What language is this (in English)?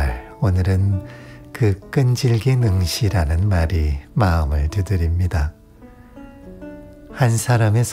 Korean